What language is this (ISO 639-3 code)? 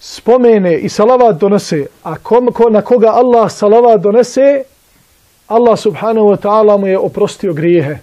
bos